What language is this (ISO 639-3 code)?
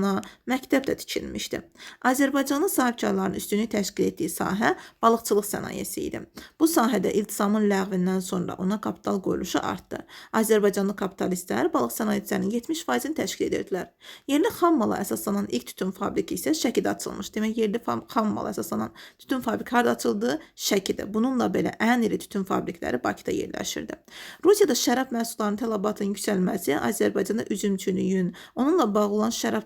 aze